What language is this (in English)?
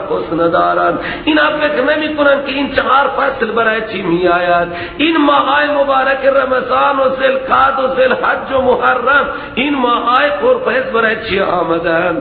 Persian